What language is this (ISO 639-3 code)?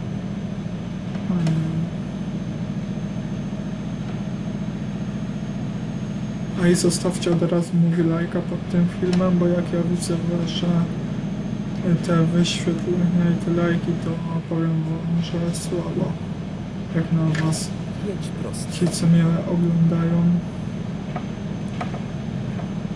pol